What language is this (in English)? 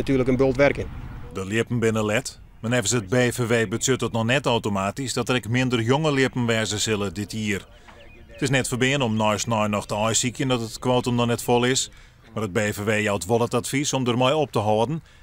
Western Frisian